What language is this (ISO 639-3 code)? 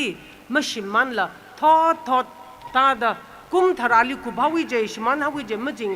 nmf